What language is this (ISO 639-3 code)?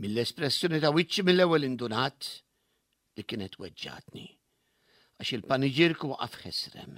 mlt